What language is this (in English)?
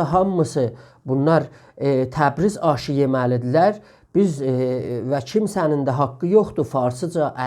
South Azerbaijani